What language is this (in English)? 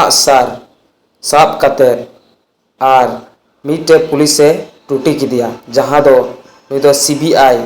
Santali